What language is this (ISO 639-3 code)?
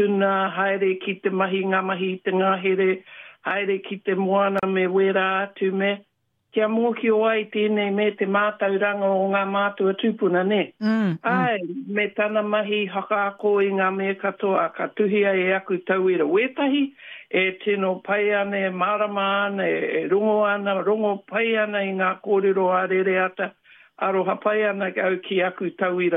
mri